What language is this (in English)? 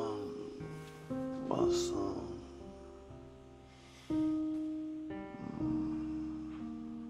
Kazakh